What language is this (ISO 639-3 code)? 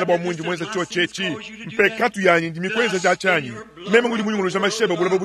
lua